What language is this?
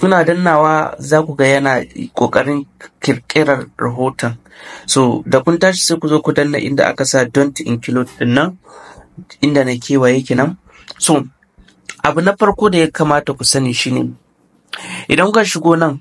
Hausa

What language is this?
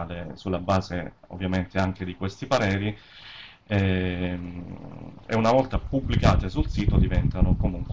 Italian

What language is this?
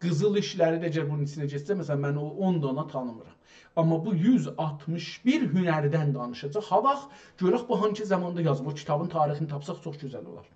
South Azerbaijani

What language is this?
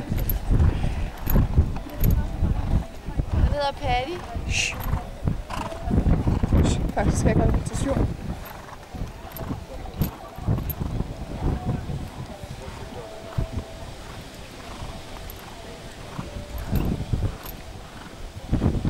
Danish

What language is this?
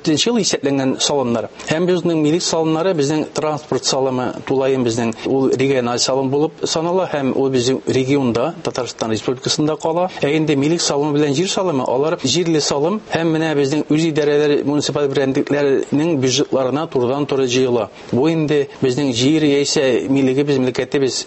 Tatar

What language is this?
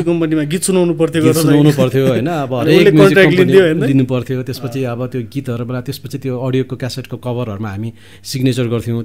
Nepali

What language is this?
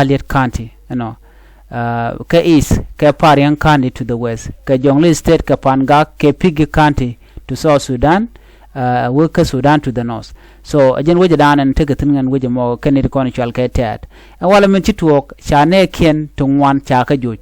Nuer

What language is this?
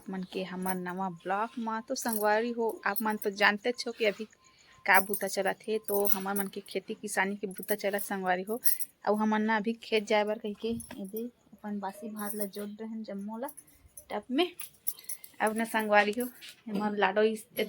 Chhattisgarhi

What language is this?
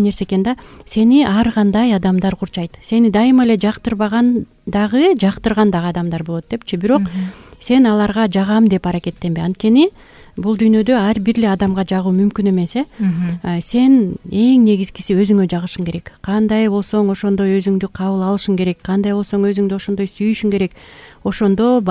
Kyrgyz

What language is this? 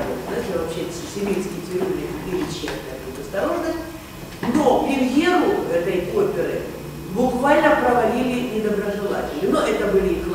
Russian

